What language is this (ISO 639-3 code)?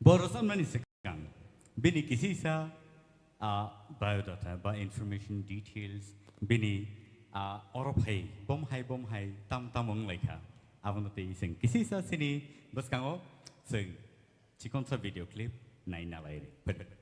trp